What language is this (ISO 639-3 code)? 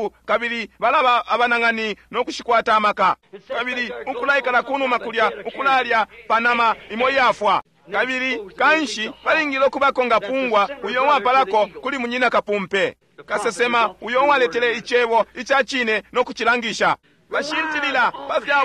bem